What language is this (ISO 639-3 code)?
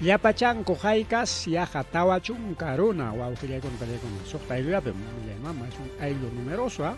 quy